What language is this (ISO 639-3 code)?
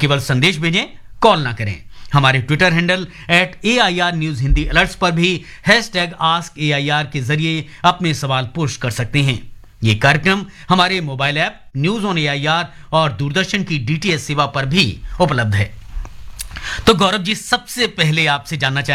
hin